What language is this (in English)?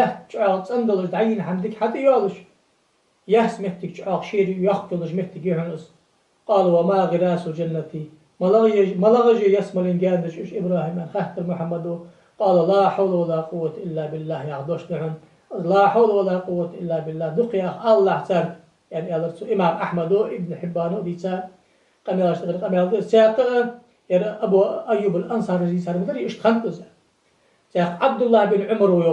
Ingush